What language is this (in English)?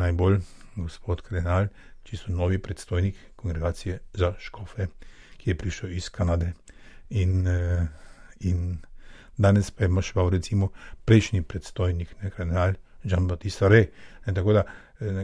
Slovenian